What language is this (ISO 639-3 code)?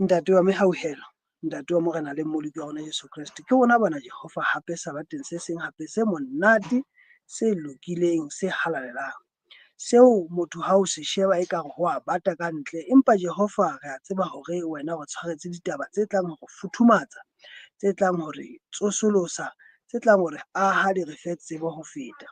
sot